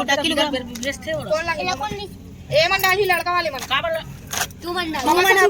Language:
Chhattisgarhi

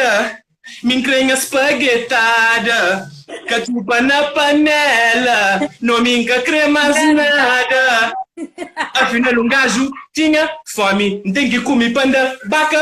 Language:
Kabuverdianu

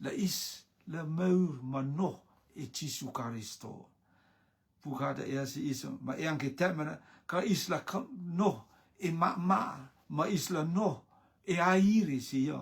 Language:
Rotuman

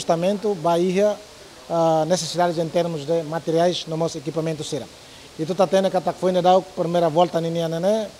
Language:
Tetum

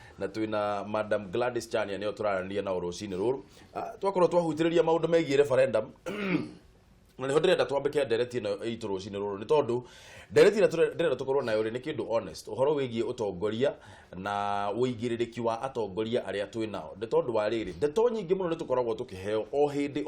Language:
Kikuyu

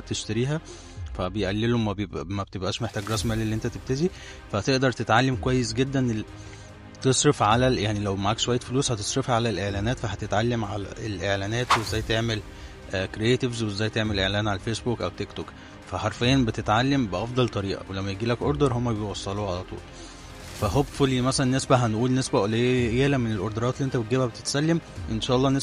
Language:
Egyptian Arabic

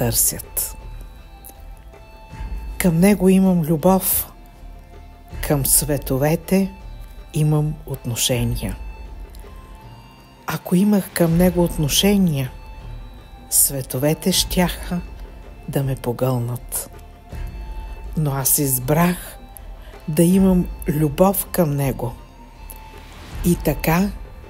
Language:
Bulgarian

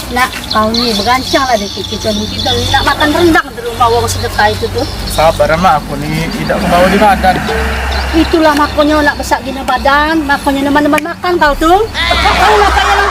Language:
Musi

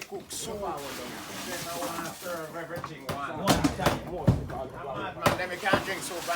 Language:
Jamaican Creole English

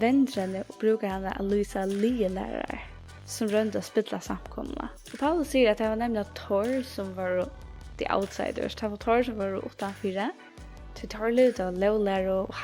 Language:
Faroese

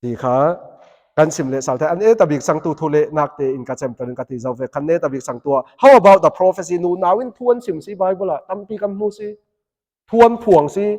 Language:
Falam Chin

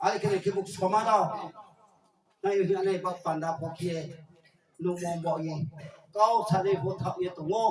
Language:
Riang (India)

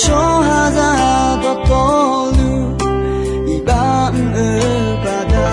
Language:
Akha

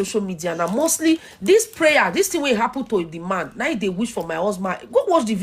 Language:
Nigerian Pidgin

